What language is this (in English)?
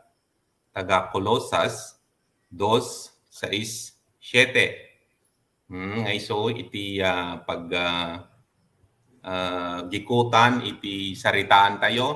Iloko